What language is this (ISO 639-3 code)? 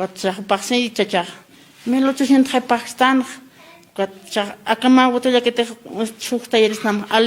aym